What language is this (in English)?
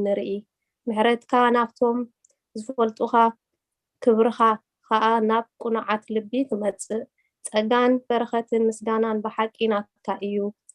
Tigrinya